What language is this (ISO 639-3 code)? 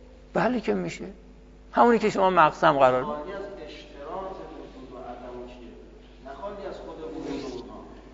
fas